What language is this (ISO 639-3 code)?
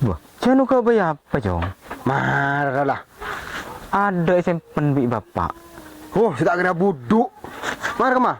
mad